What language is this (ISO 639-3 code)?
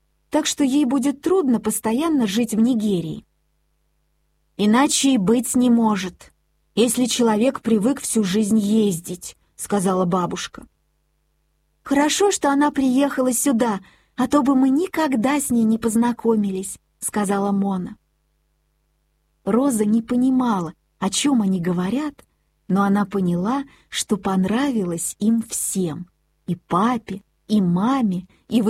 rus